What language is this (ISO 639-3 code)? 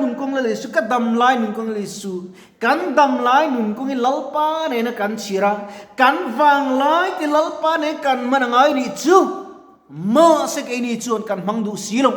lus